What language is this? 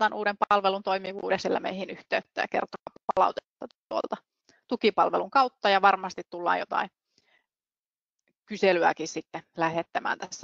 Finnish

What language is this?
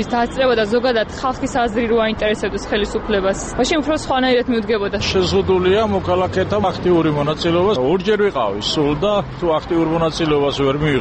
Georgian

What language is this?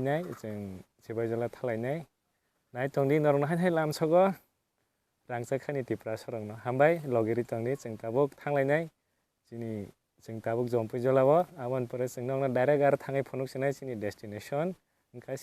Kok Borok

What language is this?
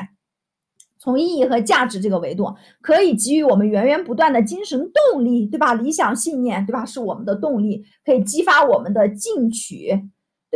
Chinese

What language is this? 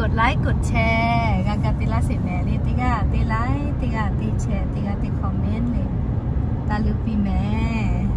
Lahu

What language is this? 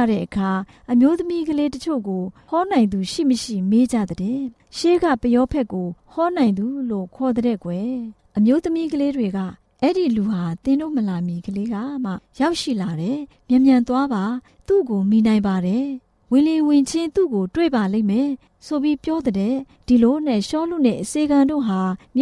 Burmese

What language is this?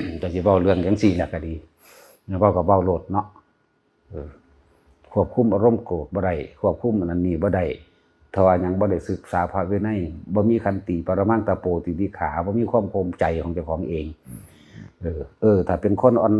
Northeastern Thai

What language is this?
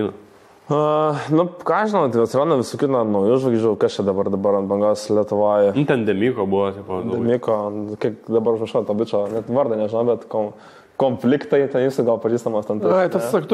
Lithuanian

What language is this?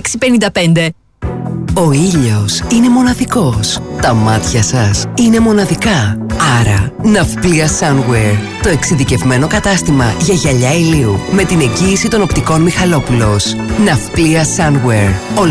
Greek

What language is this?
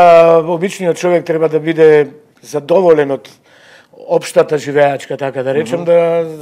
Macedonian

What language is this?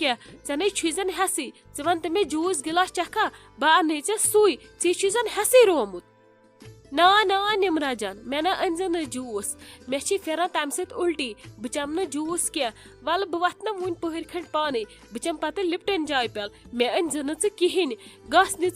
Kashmiri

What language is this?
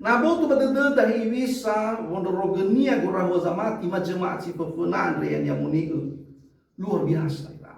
Nias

